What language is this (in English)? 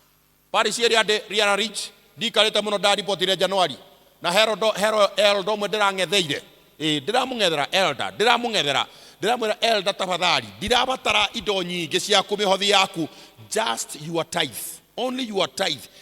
Kikuyu